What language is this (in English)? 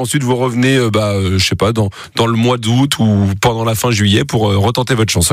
French